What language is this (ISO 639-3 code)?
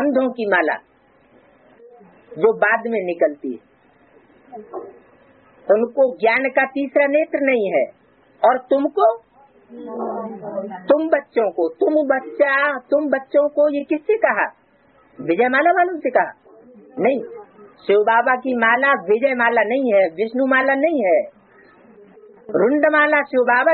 hin